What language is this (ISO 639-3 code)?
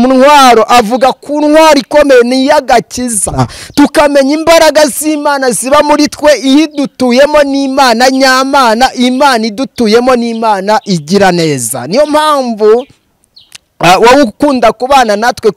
kin